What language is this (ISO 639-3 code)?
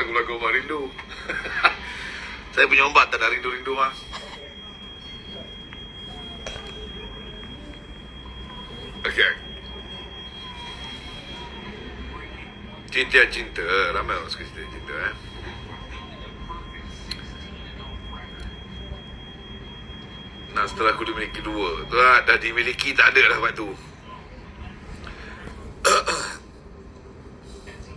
msa